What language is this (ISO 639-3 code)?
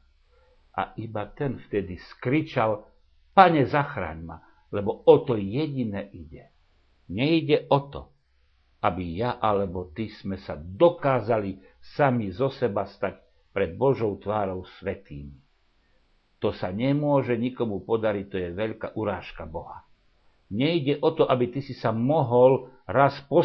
slk